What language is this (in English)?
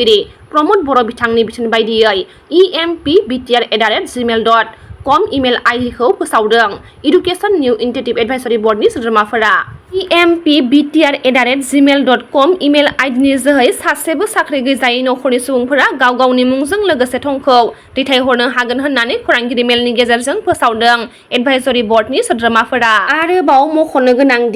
Bodo